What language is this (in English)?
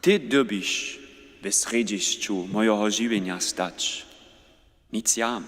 Upper Sorbian